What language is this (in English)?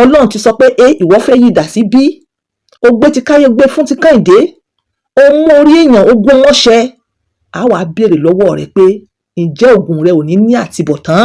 Yoruba